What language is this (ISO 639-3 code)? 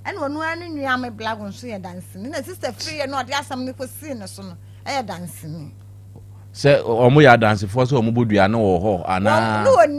aka